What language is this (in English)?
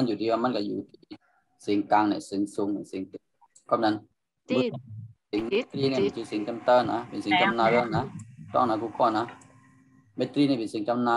Shan